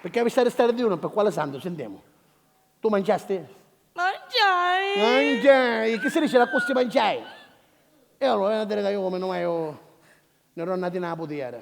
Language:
Sicilian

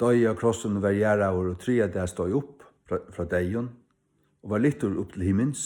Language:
Faroese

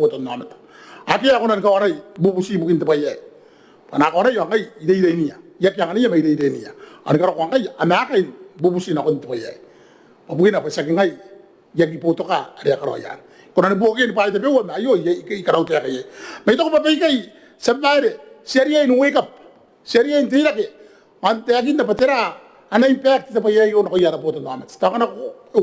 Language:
Gilbertese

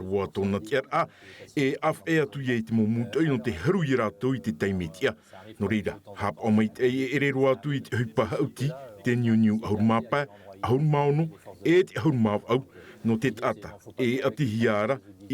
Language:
Tahitian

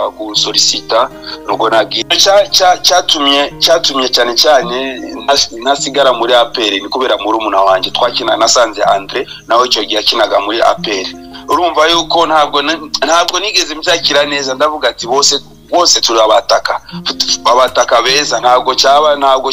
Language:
Kinyarwanda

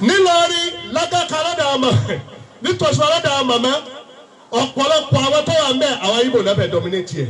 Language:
Yoruba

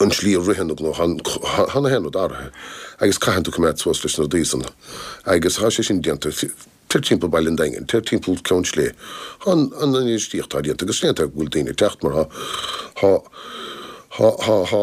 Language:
Irish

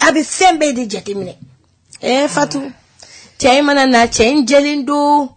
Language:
Bambara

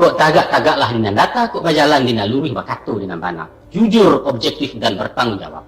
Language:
Minangkabau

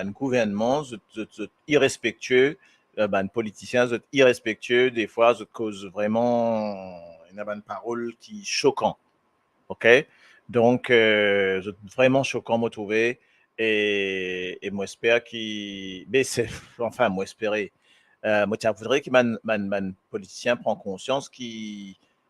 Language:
Morisyen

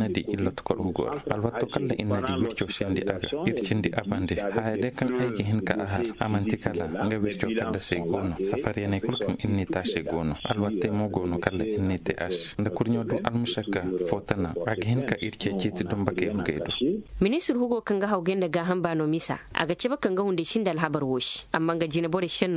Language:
Koyraboro Senni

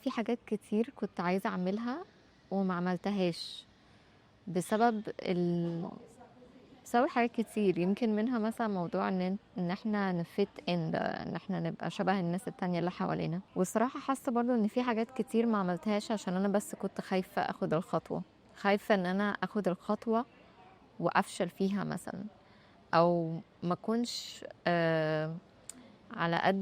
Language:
Egyptian Arabic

